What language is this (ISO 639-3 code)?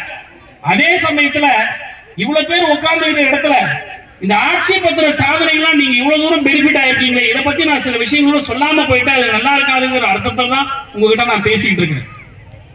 tam